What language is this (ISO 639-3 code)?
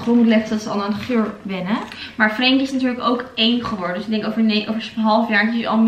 nld